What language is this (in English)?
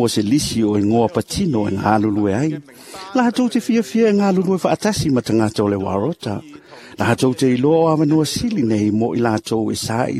Samoan